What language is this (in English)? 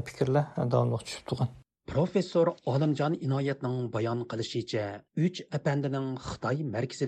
Uyghur